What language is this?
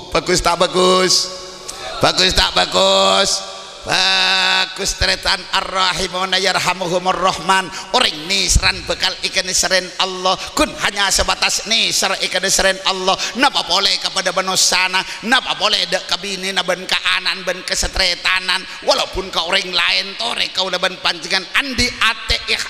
Madurese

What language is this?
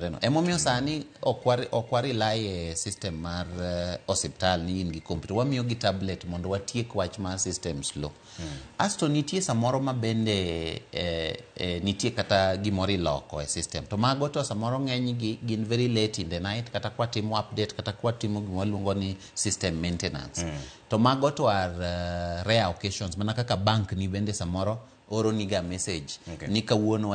Luo (Kenya and Tanzania)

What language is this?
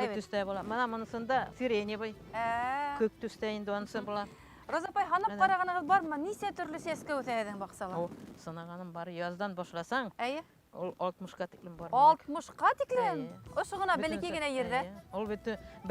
Bashkir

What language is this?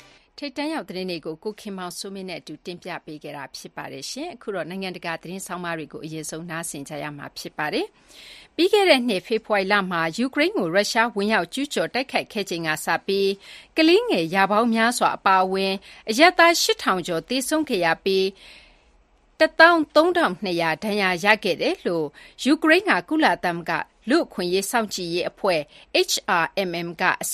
Burmese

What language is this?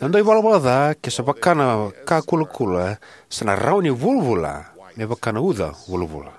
Fijian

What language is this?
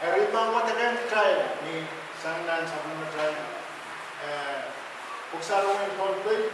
Pohnpeian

